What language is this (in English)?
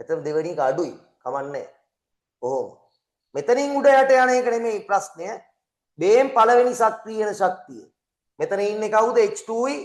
Sinhala